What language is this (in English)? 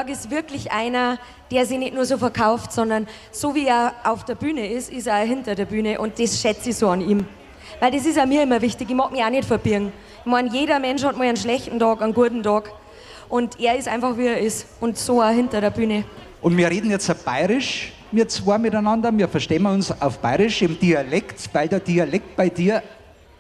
German